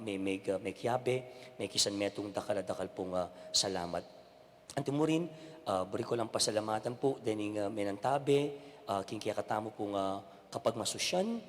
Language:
Pampanga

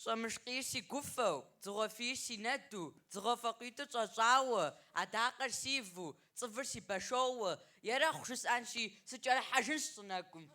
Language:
Kabardian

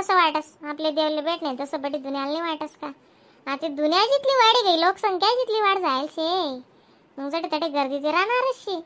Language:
Khandesi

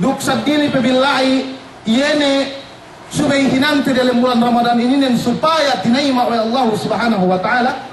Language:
Yakan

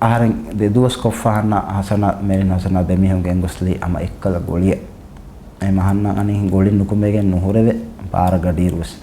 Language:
Divehi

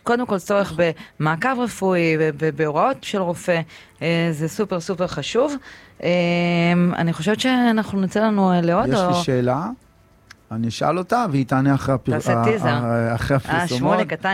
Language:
Hebrew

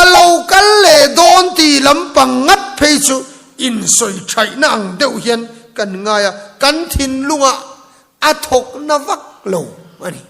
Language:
Mizo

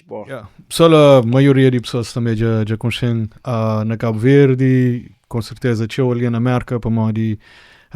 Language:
Kabuverdianu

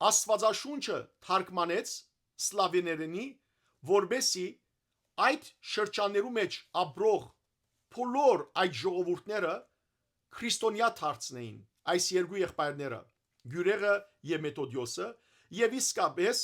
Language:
Western Armenian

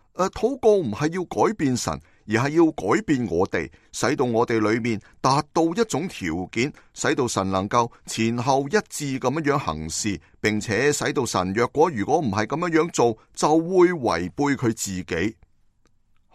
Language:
Cantonese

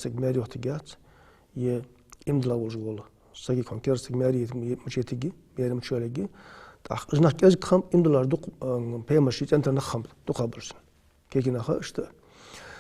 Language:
Ingush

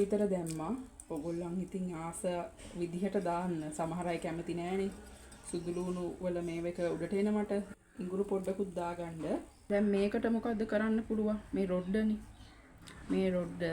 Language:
Sinhala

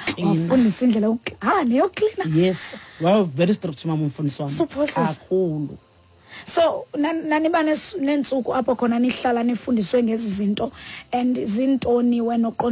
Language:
Xhosa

